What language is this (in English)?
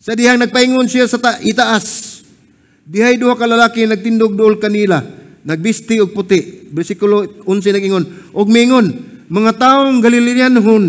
Cebuano